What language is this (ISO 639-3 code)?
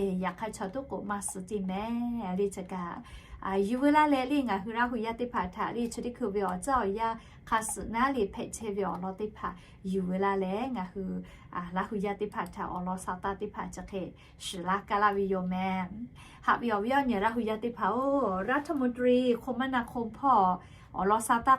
lhu